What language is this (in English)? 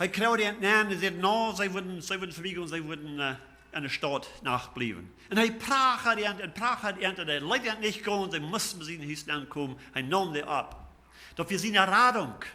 Plautdietsch